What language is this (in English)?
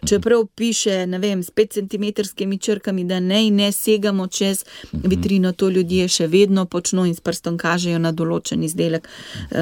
Slovenian